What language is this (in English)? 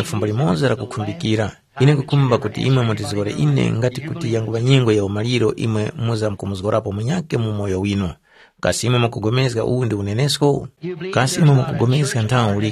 Tumbuka